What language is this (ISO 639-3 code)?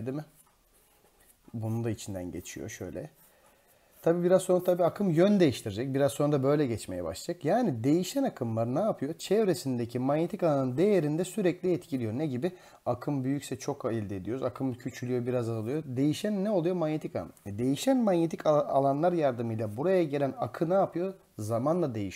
tur